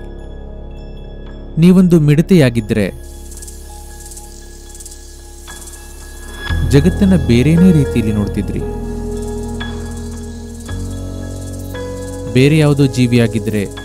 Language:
Kannada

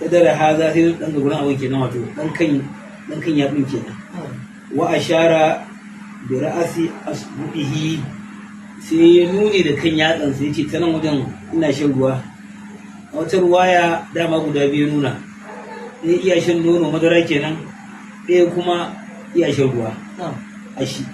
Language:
Hausa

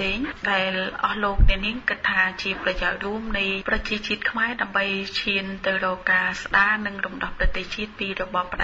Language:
Khmer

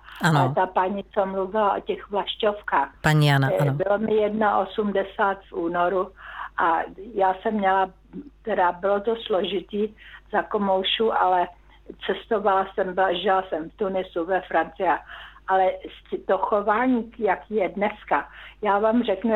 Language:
Czech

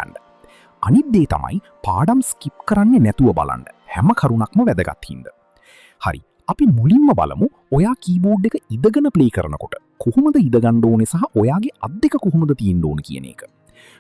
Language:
Sinhala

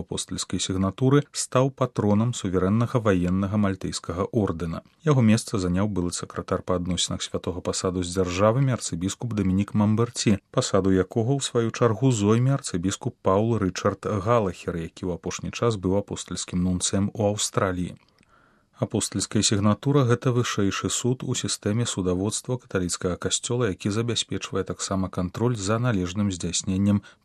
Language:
Belarusian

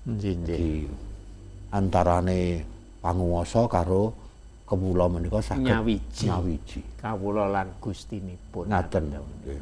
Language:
Javanese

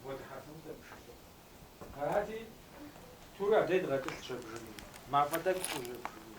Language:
Kabardian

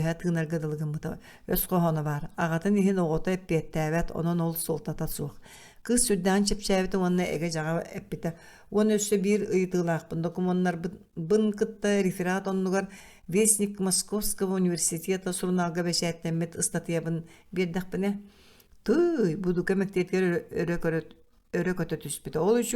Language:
Yakut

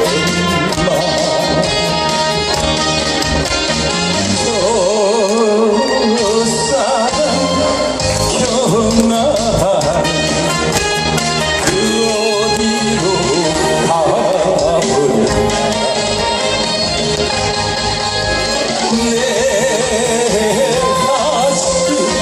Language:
Korean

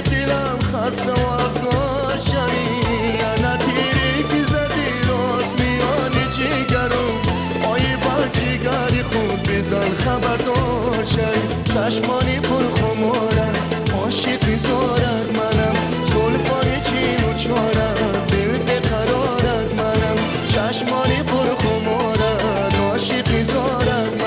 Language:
Tajik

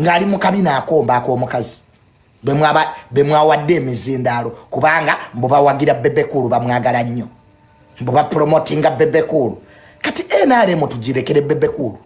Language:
Ganda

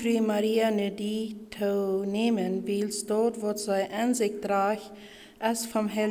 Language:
Plautdietsch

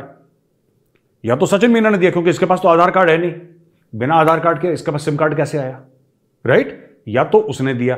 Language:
Hindi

